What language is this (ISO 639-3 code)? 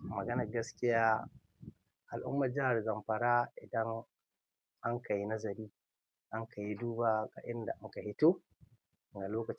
hau